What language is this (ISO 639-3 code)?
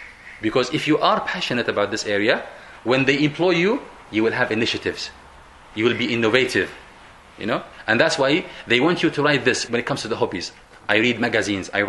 eng